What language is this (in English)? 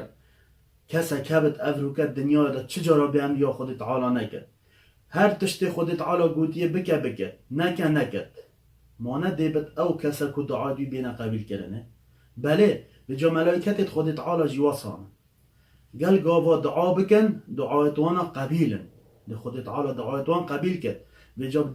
Kurdish